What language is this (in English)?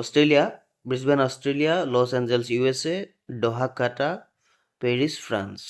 Assamese